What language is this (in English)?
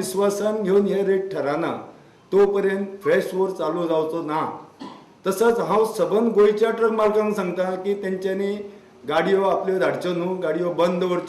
Konkani